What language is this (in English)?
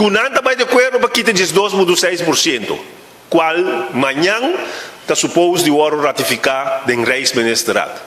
Papiamento